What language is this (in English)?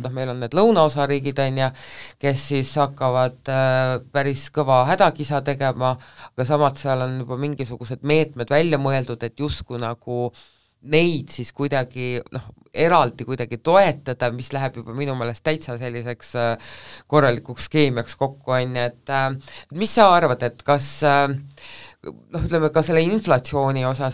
Estonian